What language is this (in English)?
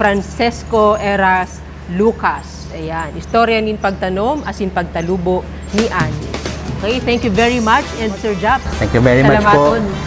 Bikol